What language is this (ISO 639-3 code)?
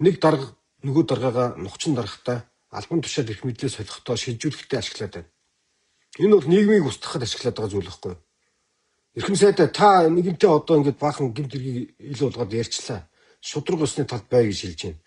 mon